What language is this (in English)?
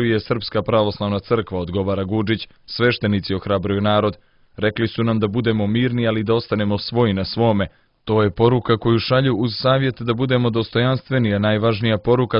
Serbian